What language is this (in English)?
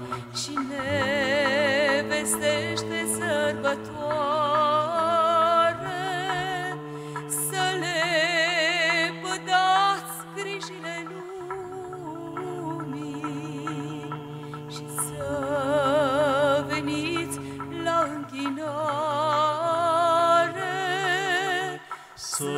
Romanian